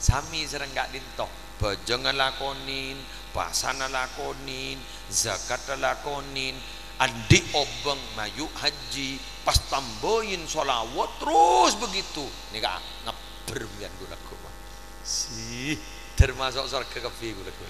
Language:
Madurese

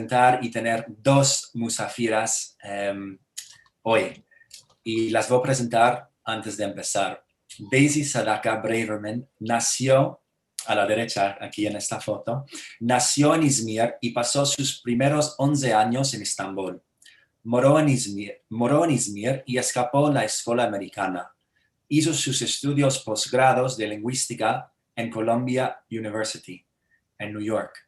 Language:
Ladino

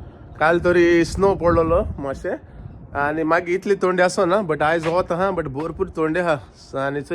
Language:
Konkani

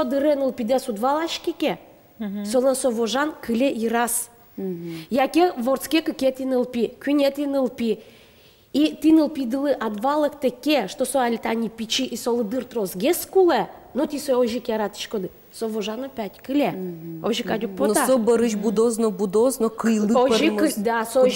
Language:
Udmurt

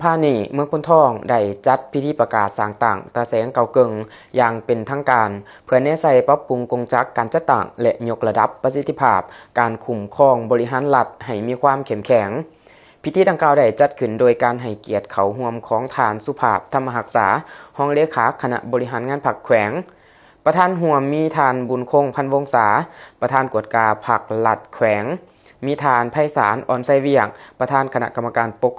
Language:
Lao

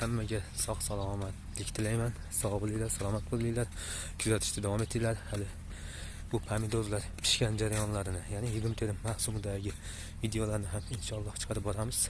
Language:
Uzbek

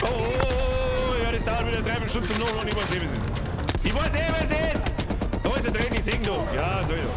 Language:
Bavarian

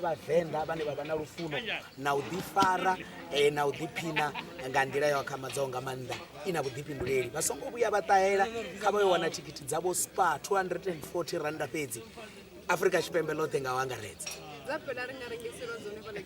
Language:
Venda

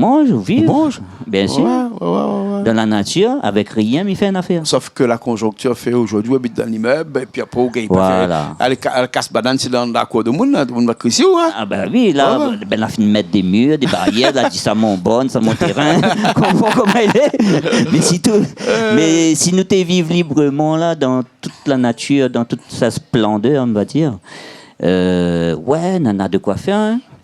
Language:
Réunion Creole French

